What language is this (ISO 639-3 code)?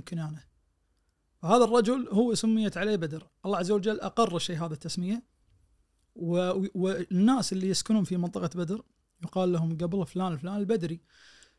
ars